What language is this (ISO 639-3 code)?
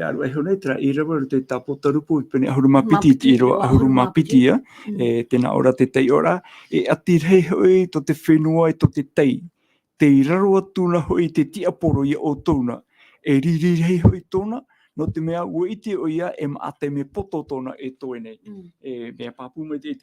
tah